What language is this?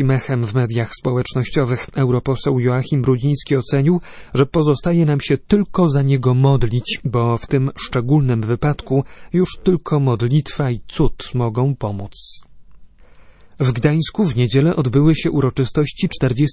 Polish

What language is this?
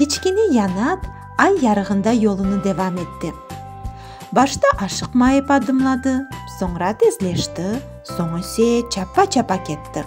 Crimean Tatar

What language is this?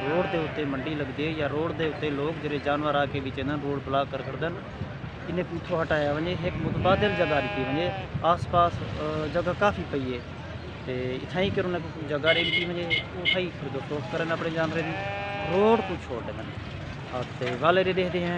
Saraiki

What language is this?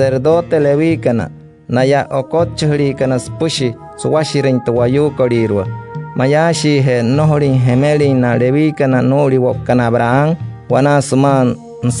Wayuu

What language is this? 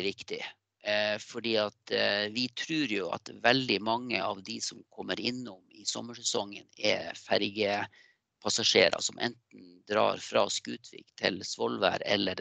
Norwegian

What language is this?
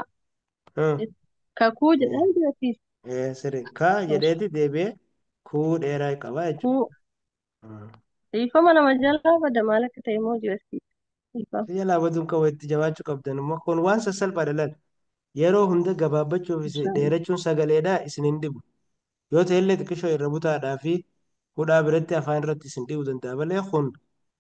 Oromo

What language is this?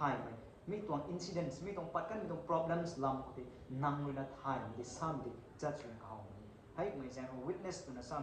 Rongmei Naga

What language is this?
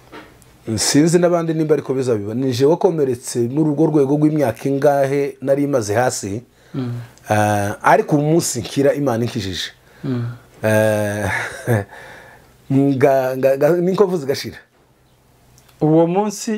Kinyarwanda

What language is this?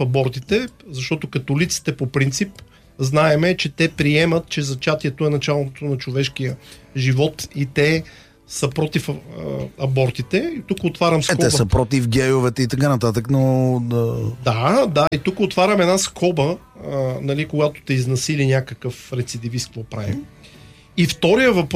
Bulgarian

